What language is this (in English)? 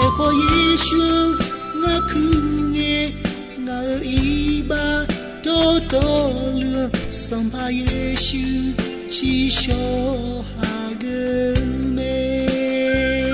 Akha